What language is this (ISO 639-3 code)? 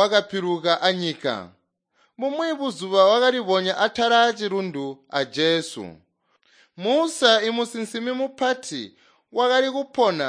toi